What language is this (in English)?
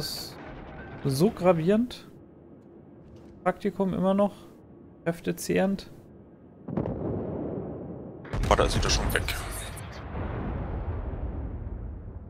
German